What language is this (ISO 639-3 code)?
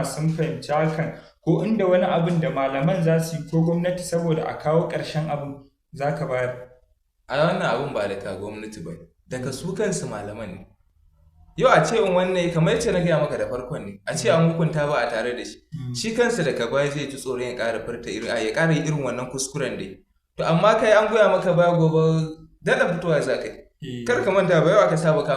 hau